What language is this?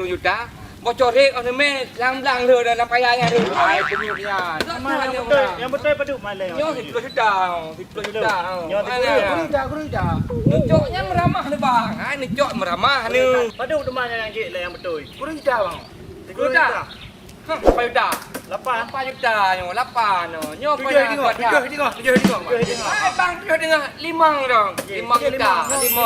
Achinese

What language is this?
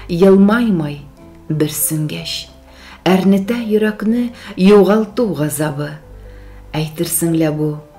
Tatar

